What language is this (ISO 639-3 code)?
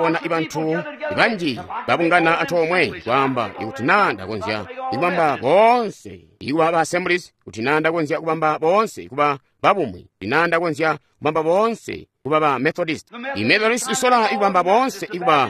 toi